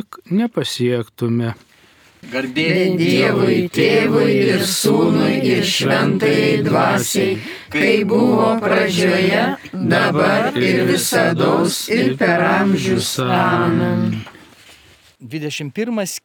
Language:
Lithuanian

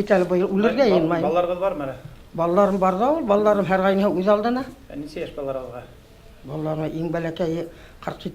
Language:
Bashkir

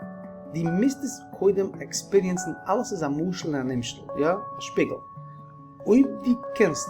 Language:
Yiddish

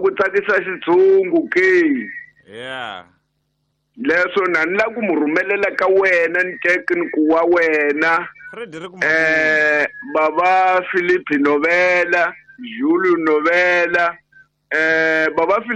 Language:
Tsonga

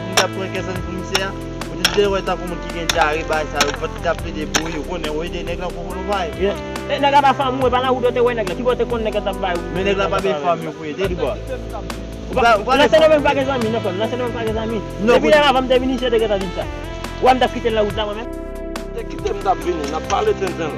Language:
Haitian Creole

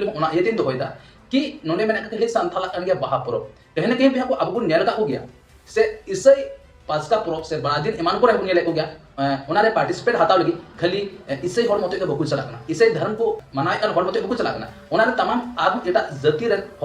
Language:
Santali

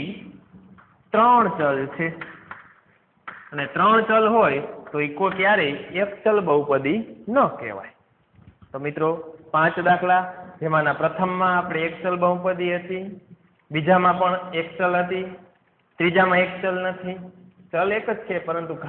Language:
Gujarati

